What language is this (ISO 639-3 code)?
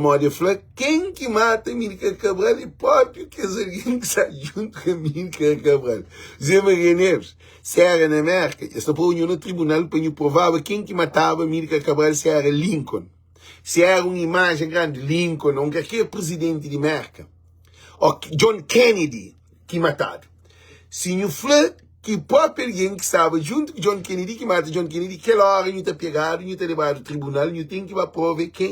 kea